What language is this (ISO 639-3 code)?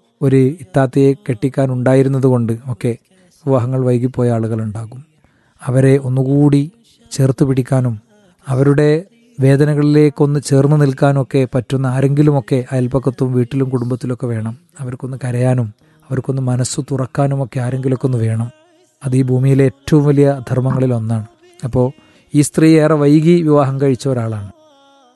mal